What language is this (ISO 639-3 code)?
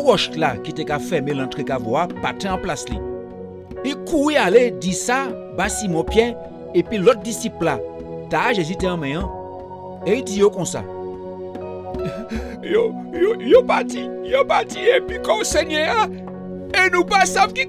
gcf